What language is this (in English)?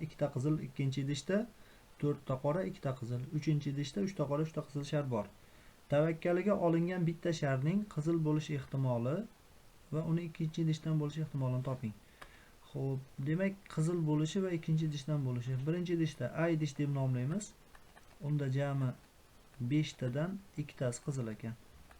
Uzbek